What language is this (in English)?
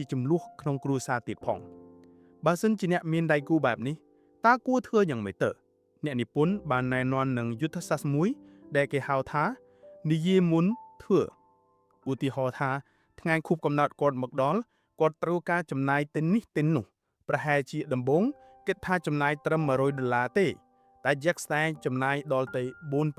Khmer